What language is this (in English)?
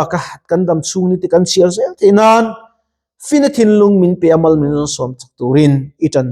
Mizo